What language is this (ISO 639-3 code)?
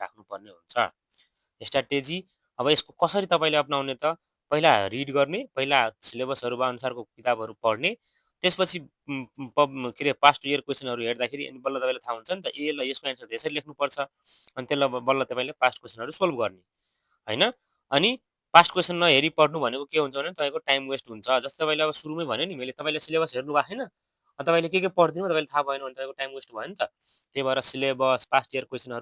nep